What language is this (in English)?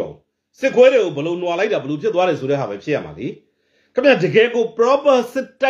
Burmese